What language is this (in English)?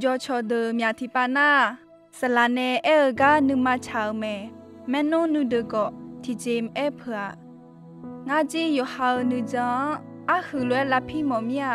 Akha